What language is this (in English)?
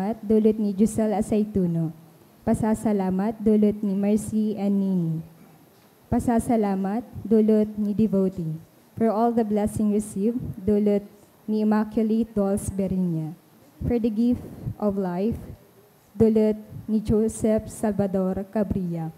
Bikol